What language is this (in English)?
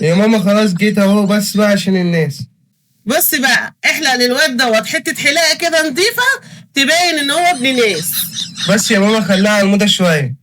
Egyptian Arabic